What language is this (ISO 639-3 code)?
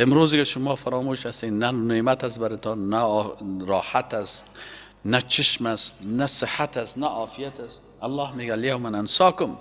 fas